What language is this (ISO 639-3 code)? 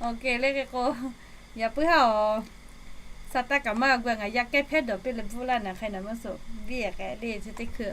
lhu